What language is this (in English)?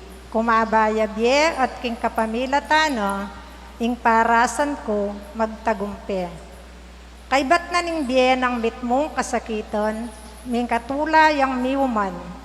Pampanga